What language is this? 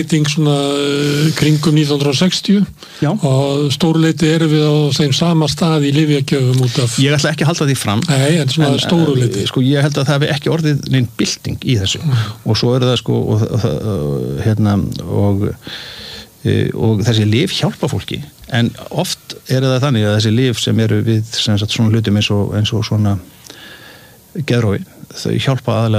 Icelandic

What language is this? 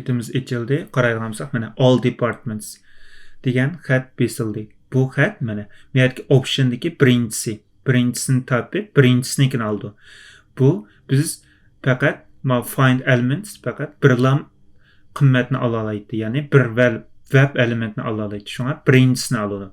Uyghur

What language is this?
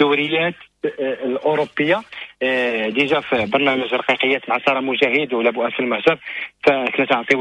Moroccan Arabic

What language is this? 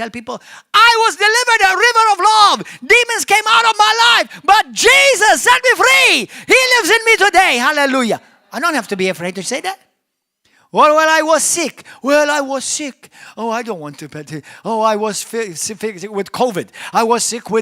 English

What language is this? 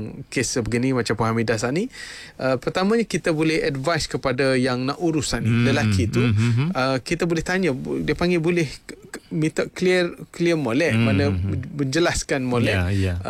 Malay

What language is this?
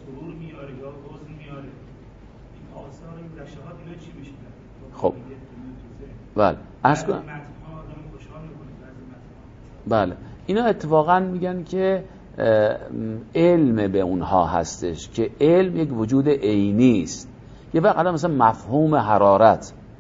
Persian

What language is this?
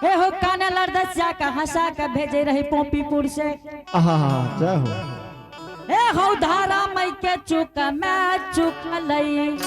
Angika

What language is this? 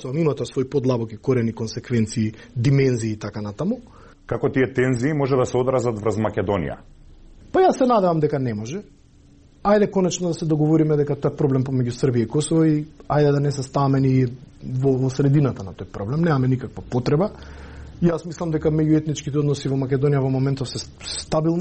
Macedonian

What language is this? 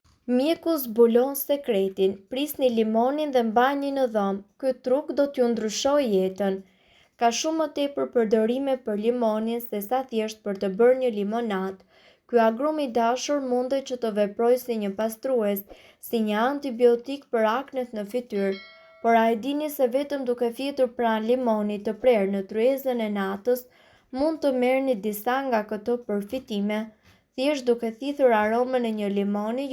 Albanian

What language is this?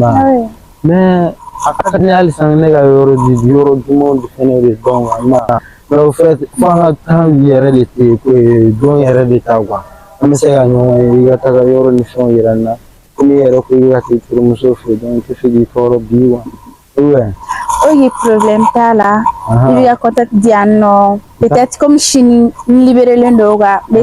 Bambara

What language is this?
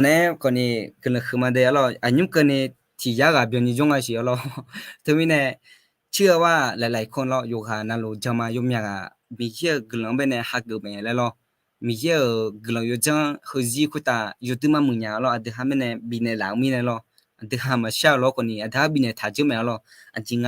Akha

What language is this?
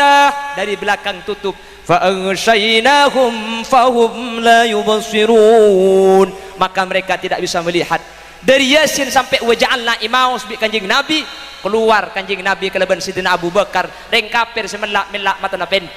Madurese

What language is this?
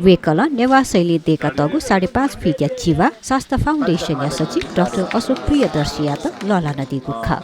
Newari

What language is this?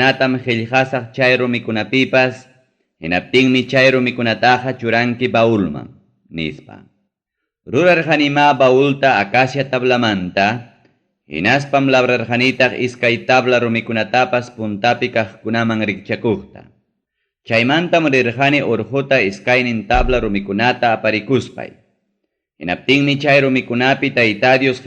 Ayacucho Quechua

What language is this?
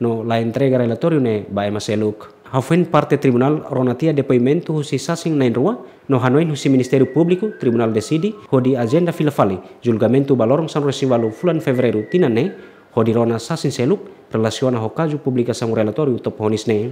Tetum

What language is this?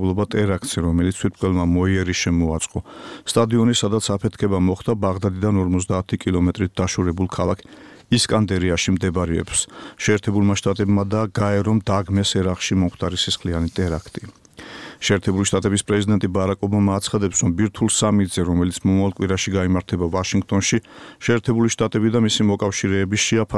Georgian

